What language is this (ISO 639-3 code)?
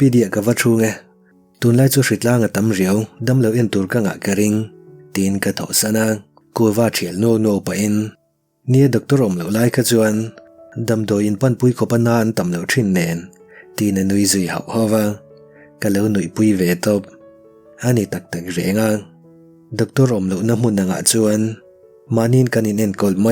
lus